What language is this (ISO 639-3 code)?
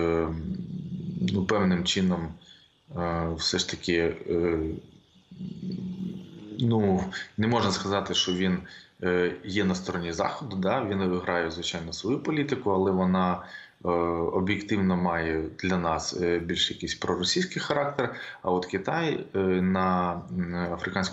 ukr